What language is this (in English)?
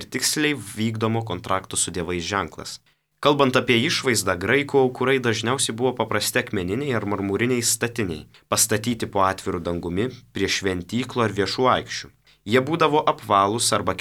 Lithuanian